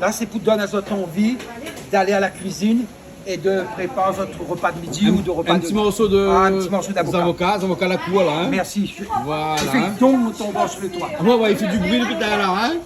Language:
Réunion Creole French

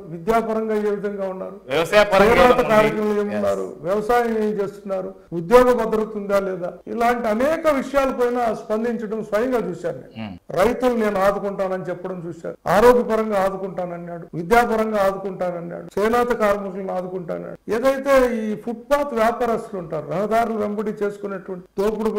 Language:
Telugu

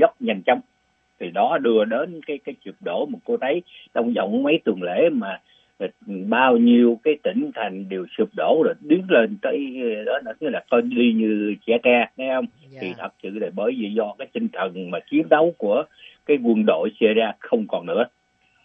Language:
Vietnamese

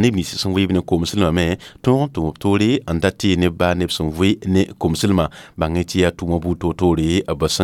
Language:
Mossi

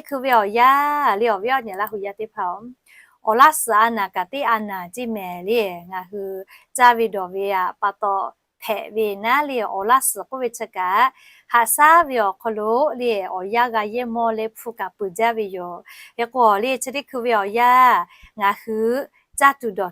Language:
Lahu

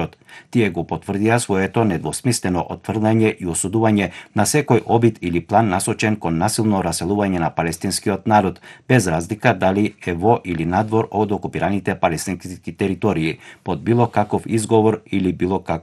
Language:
Macedonian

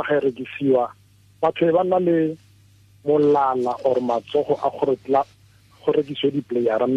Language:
Tswana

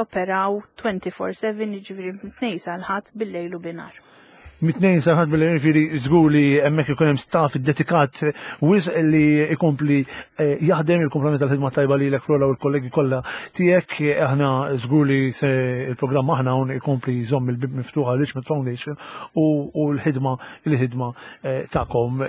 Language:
Maltese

